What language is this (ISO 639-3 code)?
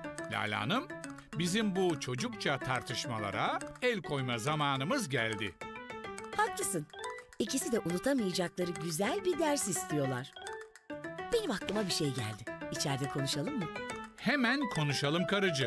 tur